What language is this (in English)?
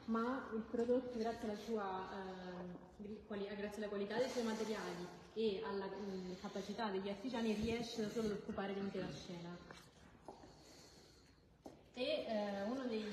Italian